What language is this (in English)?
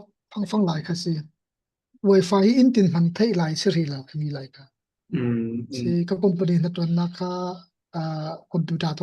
Falam Chin